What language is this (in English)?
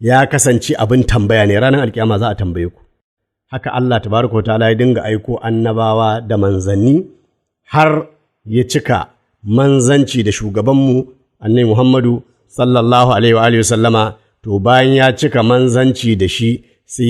Hausa